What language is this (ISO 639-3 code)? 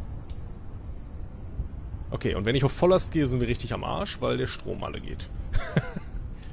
deu